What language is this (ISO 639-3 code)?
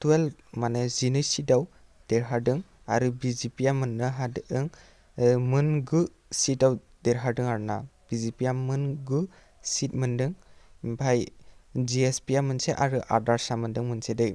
brx